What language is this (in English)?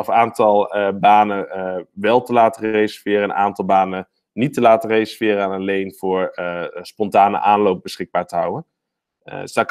Dutch